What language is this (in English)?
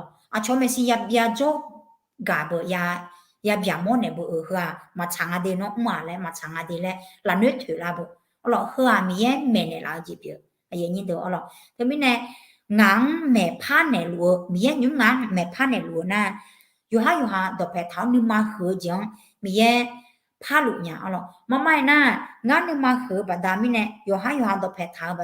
Akha